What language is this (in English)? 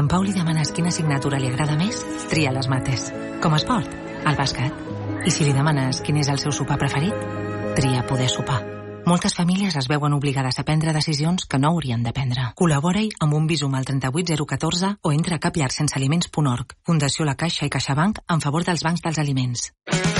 Catalan